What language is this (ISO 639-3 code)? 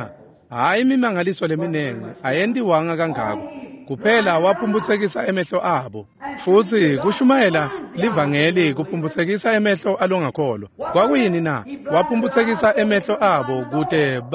ssw